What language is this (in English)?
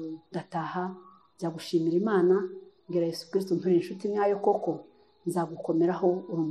Kinyarwanda